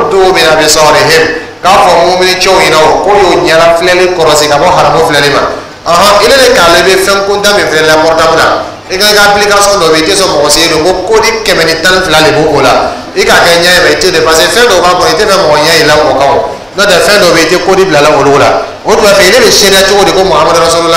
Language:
Dyula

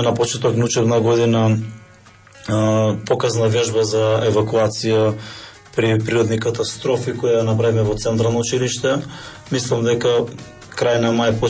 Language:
Macedonian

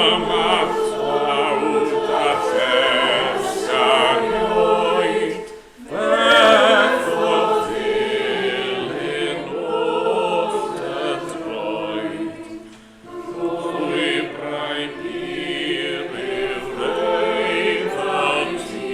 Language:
Welsh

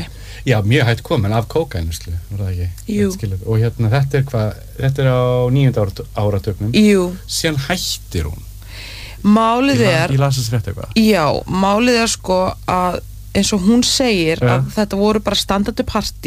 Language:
Icelandic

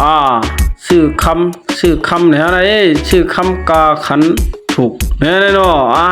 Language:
Shan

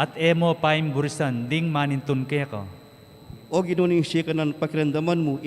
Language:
Pampanga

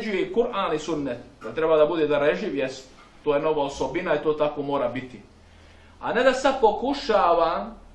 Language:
Bosnian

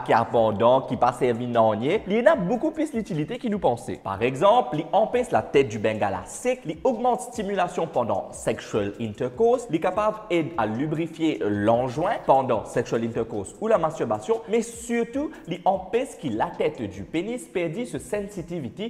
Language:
Morisyen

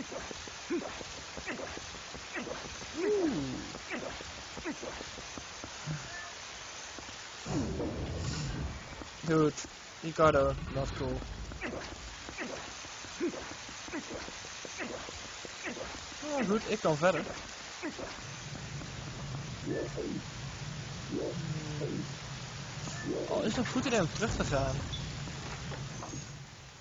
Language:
Dutch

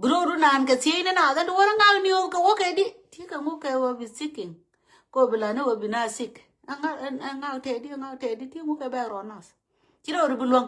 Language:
Nuer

